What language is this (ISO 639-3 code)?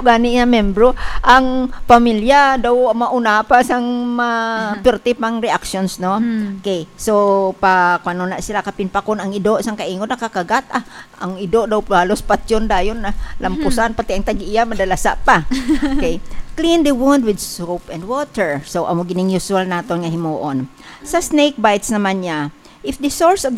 hil